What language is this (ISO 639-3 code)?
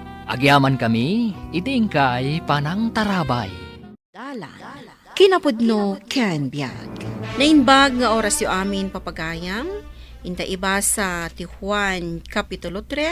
ilo